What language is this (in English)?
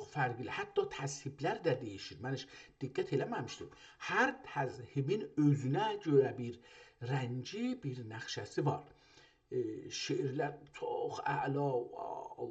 South Azerbaijani